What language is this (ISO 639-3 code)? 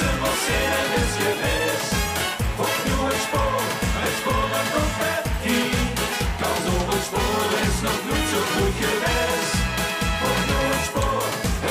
lim